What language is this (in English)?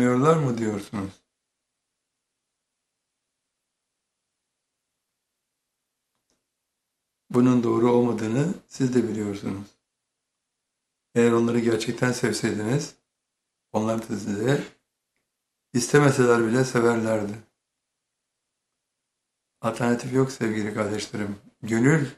Turkish